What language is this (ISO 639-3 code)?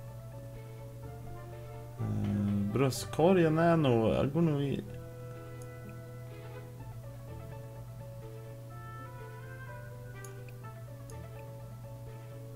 swe